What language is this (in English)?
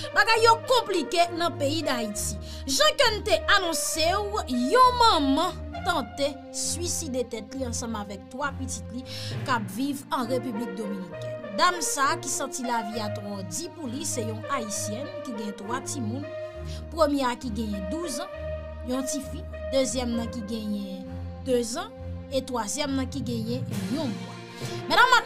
Haitian Creole